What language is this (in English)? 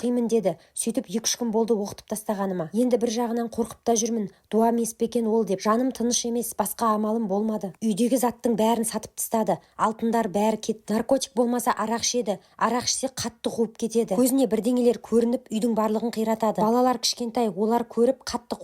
Kazakh